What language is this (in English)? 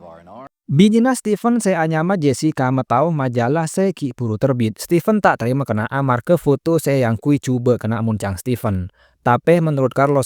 Madurese